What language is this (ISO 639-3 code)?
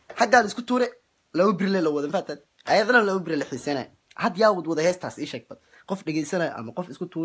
som